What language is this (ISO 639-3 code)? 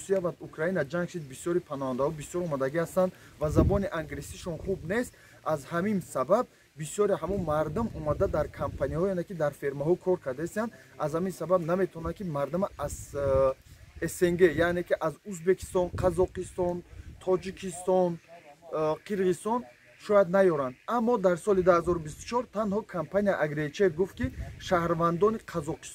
tgk